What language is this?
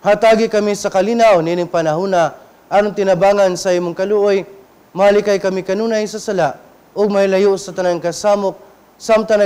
Cebuano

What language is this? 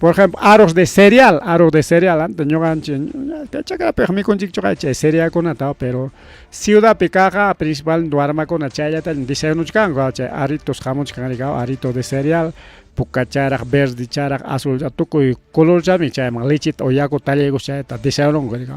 Ayacucho Quechua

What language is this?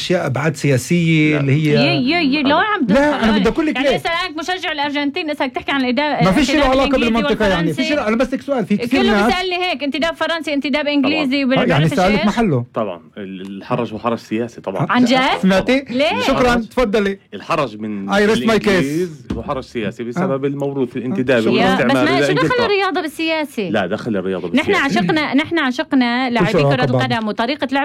North Levantine Arabic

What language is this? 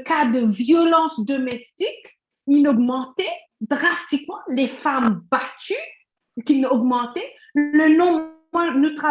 Morisyen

